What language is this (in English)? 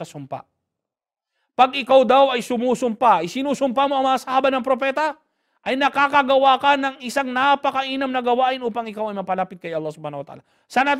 Filipino